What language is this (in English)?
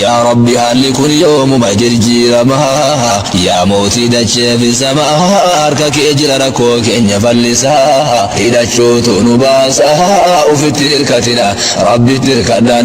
Oromo